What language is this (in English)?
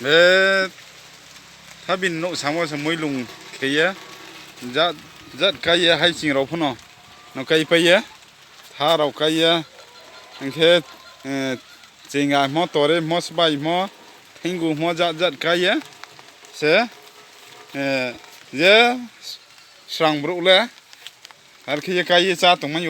Riang (India)